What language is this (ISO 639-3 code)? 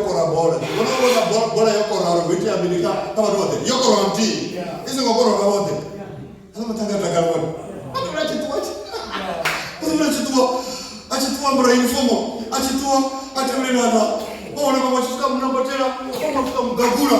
ven